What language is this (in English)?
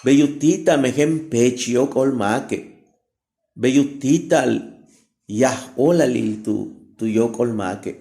Yucateco